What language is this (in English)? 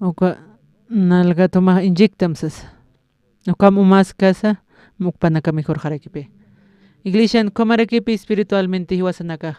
Aymara